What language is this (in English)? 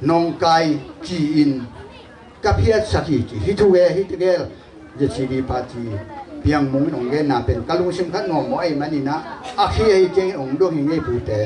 Tedim Chin